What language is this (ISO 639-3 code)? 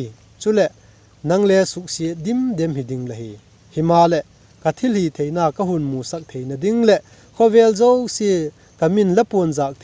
vap